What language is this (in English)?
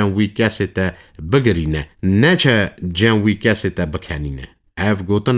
Kurdish